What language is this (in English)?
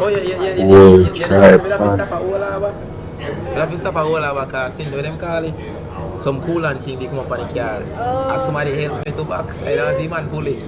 Jamaican Creole English